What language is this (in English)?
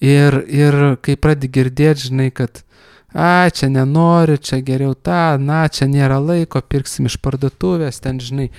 Lithuanian